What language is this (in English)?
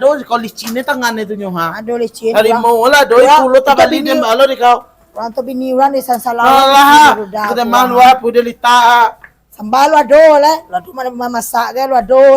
Minangkabau